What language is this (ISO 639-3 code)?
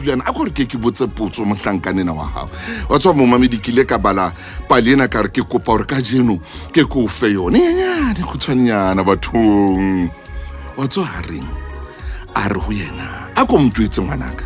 sot